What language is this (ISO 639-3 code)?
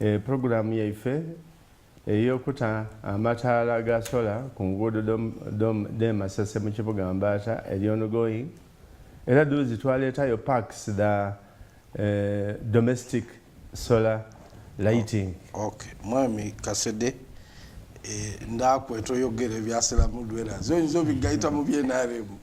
xog